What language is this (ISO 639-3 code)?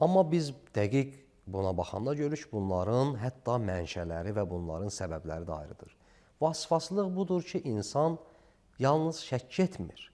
aze